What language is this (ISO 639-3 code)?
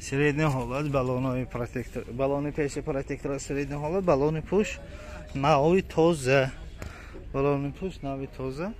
tgk